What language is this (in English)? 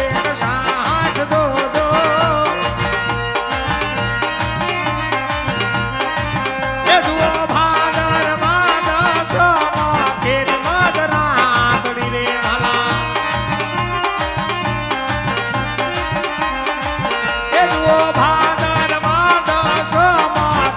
Gujarati